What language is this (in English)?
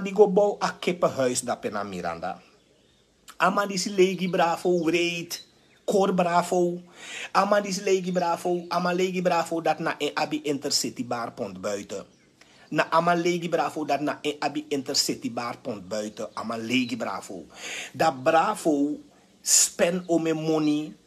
Sranan Tongo